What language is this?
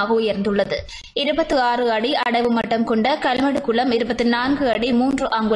Tamil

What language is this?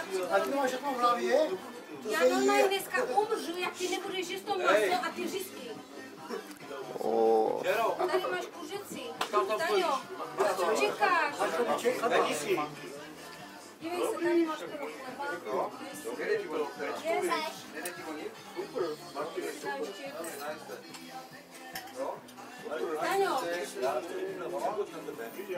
Czech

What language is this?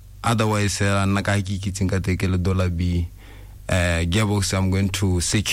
Tswana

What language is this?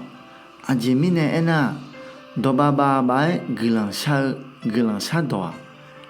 Akha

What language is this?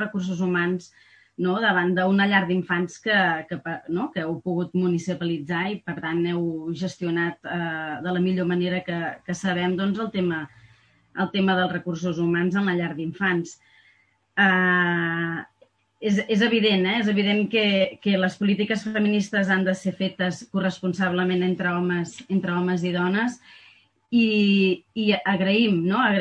Catalan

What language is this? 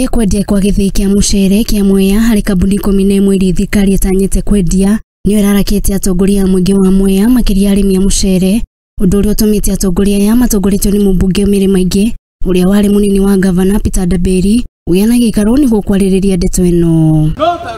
Kikuyu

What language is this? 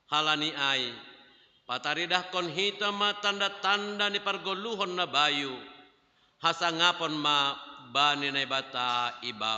Batak Simalungun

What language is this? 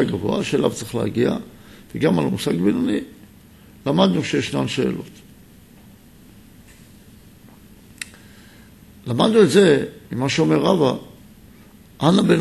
Hebrew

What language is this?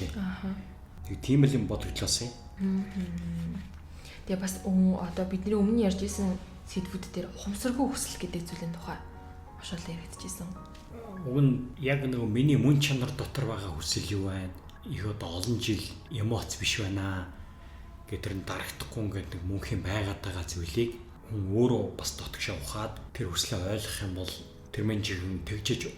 Mongolian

